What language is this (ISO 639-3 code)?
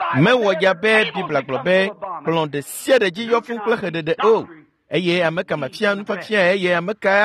ewe